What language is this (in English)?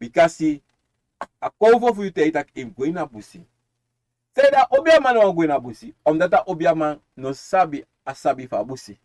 Sranan Tongo